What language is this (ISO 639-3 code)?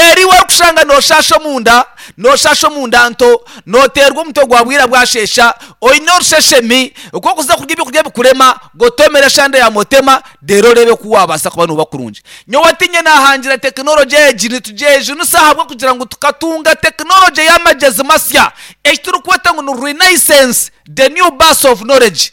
nyn